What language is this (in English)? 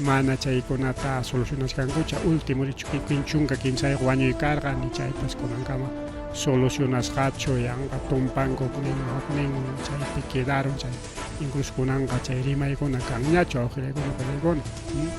Ayacucho Quechua